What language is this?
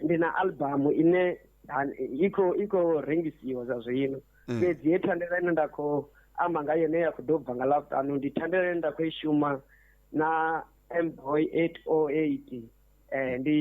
Venda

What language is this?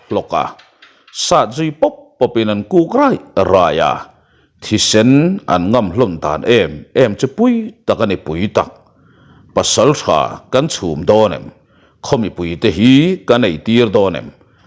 Mizo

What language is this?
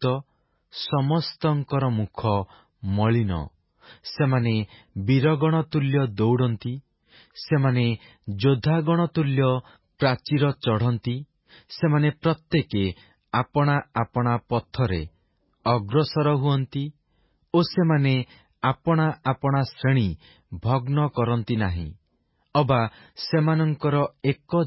Odia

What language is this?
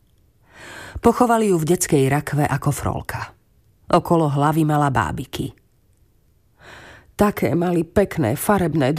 Slovak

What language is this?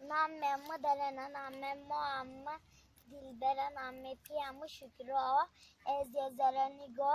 Zaza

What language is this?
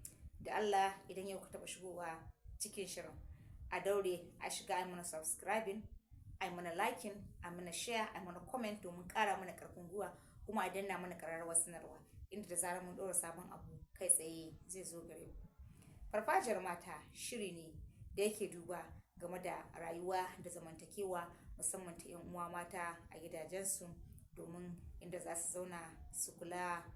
Hausa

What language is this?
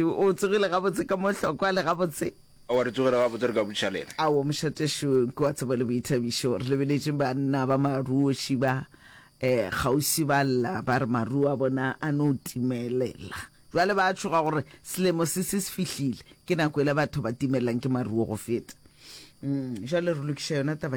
Northern Sotho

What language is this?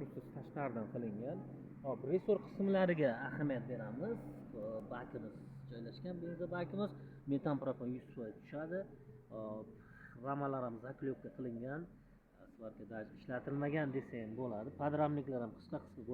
Uzbek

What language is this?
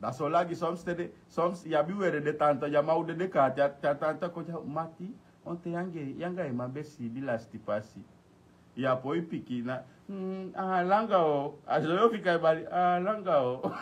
Sranan Tongo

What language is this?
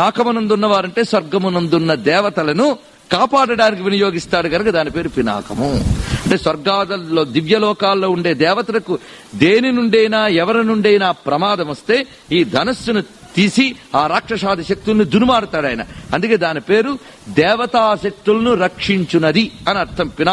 Telugu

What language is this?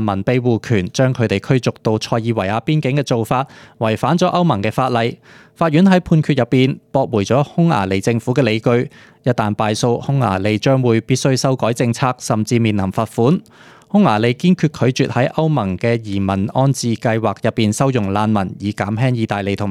Cantonese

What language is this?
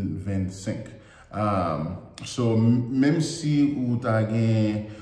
Haitian Creole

